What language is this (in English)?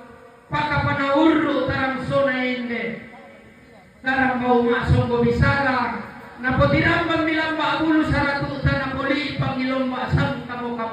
Toraja-Sa'dan